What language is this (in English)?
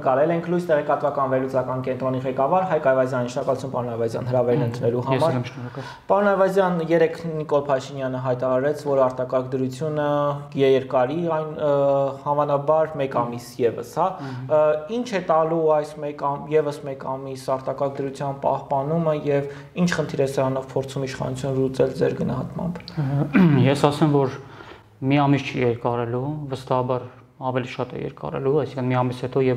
Armenian